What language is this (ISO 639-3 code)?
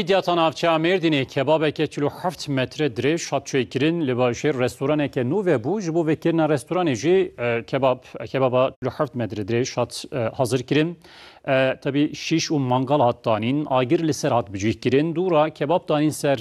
kur